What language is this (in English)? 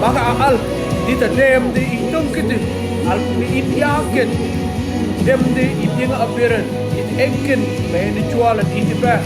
Mabaan